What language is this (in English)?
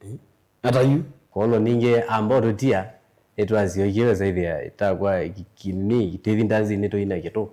Kamba